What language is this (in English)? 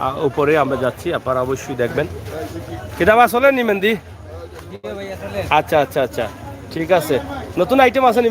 Sylheti